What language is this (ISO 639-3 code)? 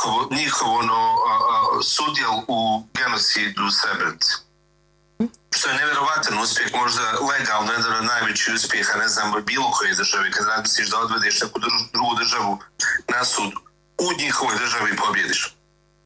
bos